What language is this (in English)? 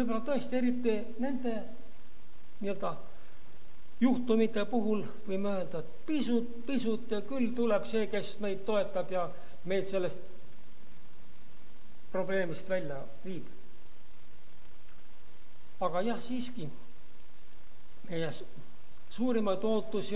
Estonian